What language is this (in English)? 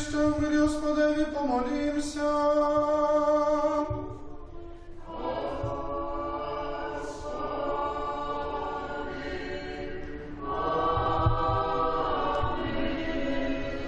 Ukrainian